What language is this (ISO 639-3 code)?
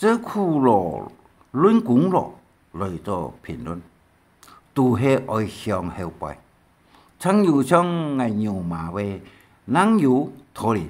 hak